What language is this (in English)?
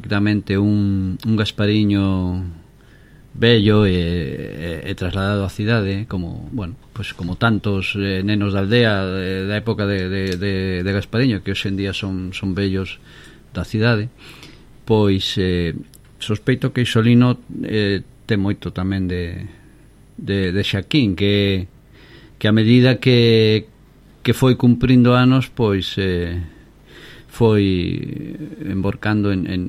Galician